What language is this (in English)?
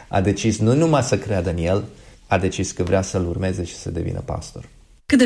Romanian